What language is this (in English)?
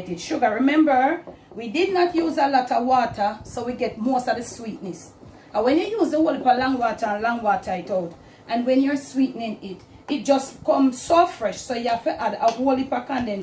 Jamaican Creole English